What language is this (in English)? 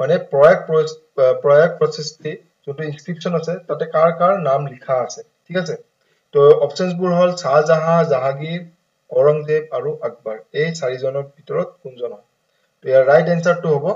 Assamese